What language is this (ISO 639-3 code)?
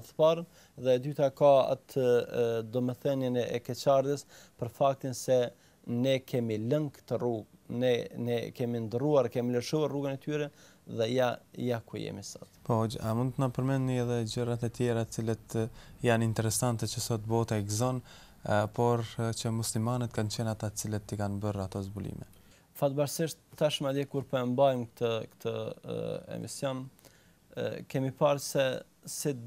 sqi